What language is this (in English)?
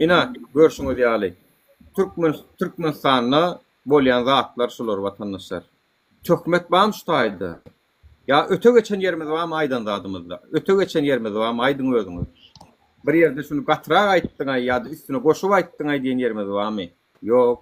Turkmen